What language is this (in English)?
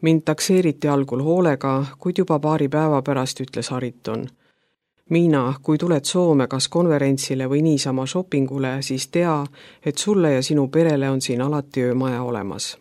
Estonian